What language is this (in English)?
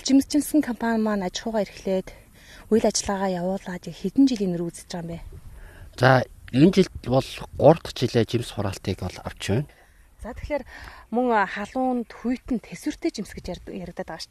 Mongolian